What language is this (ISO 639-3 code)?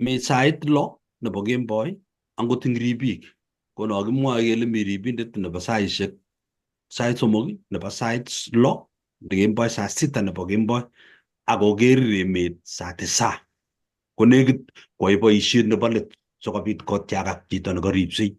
kln